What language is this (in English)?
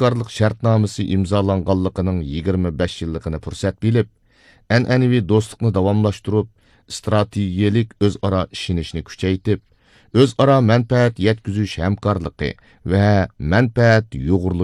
Uyghur